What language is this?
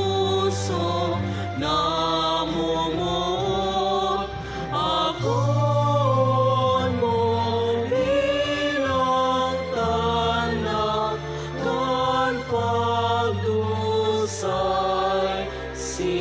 Bikol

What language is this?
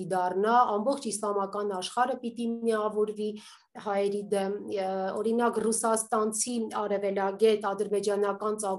Armenian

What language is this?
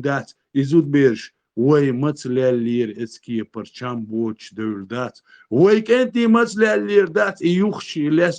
Chechen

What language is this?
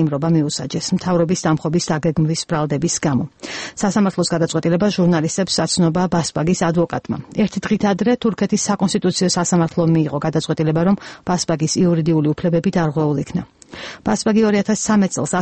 Georgian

